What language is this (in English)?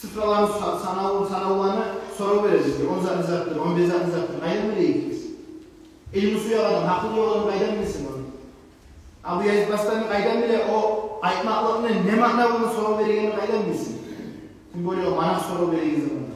Kumyk